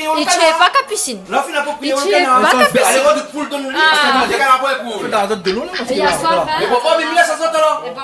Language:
Réunion Creole French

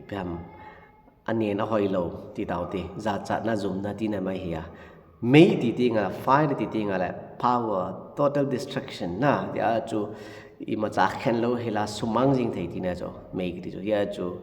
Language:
Thado Chin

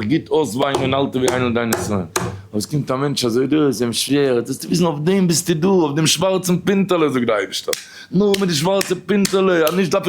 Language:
Yiddish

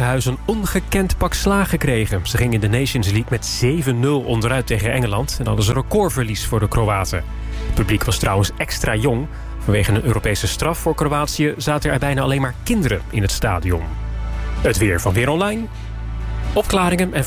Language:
Dutch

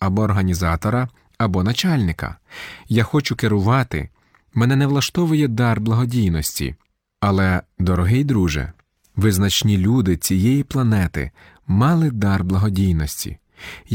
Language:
Ukrainian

